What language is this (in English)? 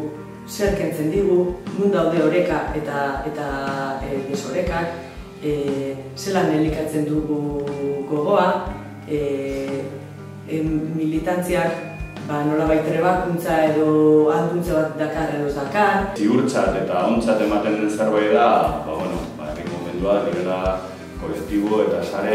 Basque